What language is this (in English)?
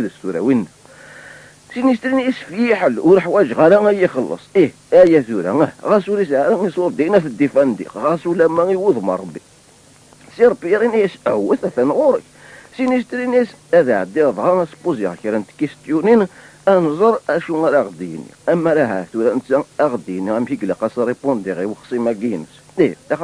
Kabyle